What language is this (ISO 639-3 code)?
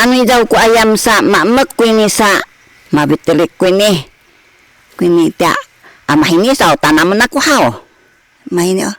szy